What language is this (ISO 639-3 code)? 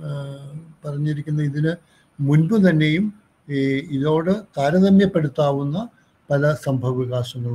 mal